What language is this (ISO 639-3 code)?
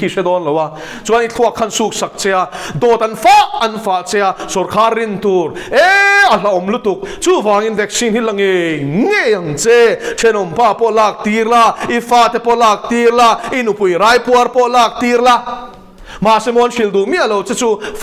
lus